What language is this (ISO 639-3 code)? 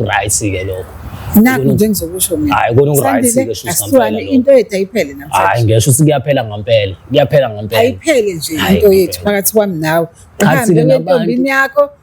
zul